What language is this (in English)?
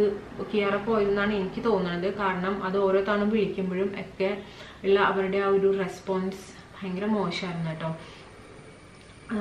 Malayalam